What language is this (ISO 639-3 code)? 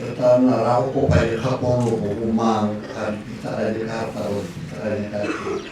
tsn